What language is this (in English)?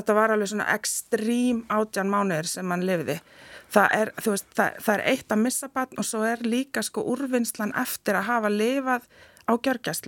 Icelandic